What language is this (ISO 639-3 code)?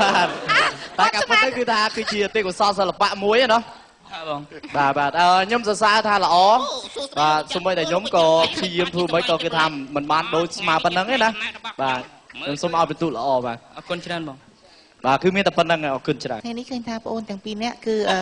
khm